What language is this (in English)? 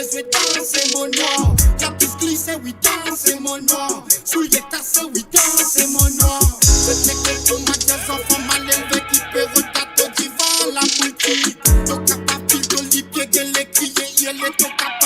Morisyen